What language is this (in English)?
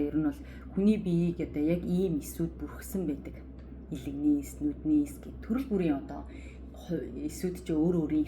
Mongolian